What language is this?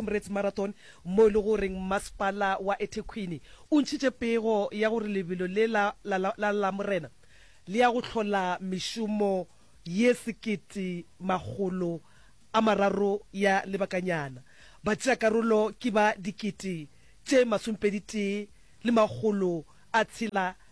Northern Sotho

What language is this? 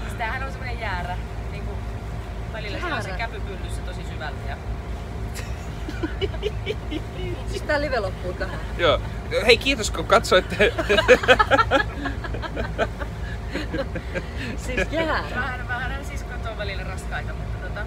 Finnish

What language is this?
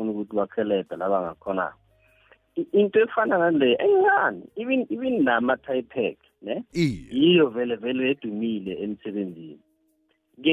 South Ndebele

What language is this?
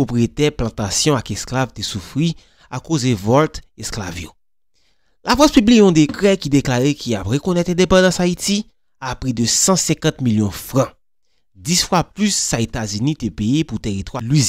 Haitian Creole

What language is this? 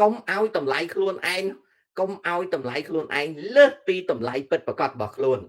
Khmer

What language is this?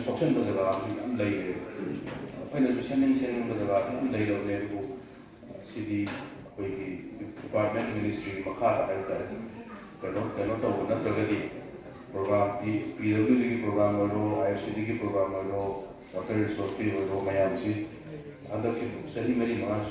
Manipuri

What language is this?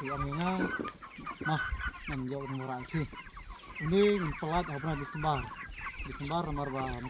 Khasi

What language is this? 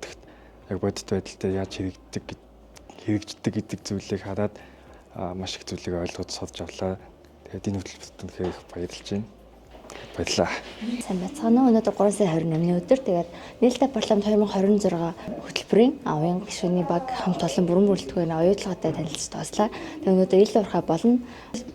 Mongolian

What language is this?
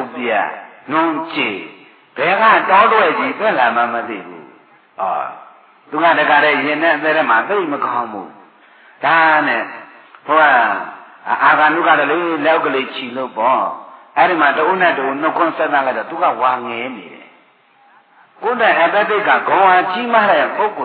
Burmese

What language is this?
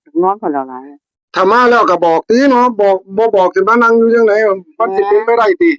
Northeastern Thai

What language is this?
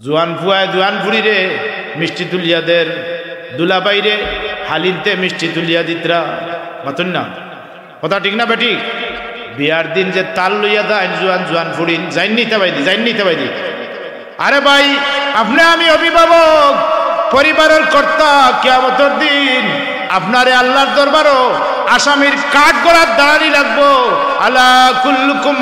Sylheti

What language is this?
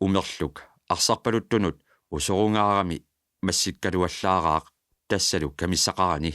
Kalaallisut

